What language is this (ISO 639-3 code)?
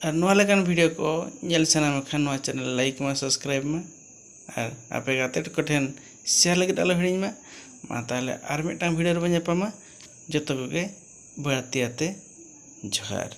sat